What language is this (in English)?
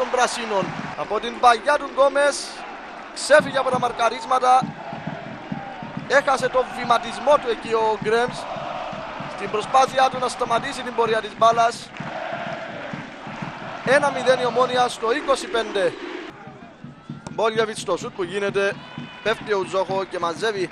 Greek